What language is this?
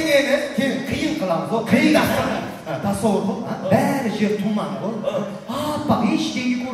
Kara-Kalpak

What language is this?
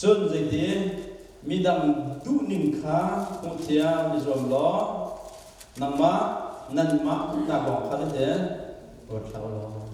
Hakha Chin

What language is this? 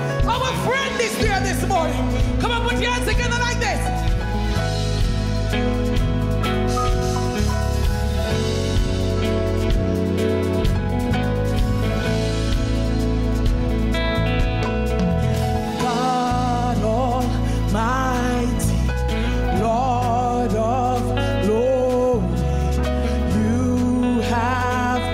English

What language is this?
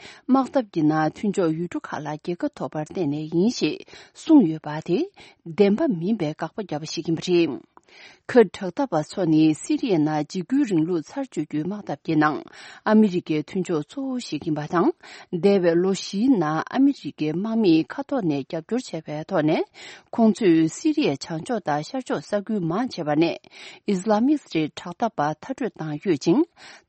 Tibetan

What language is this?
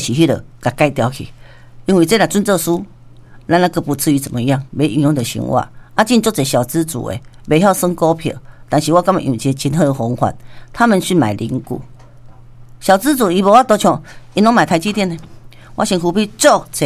Min Nan Chinese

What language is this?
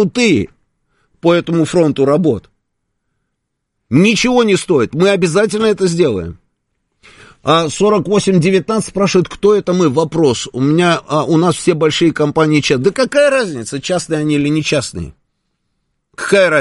Russian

